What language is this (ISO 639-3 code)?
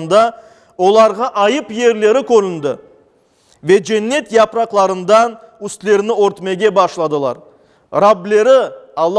crh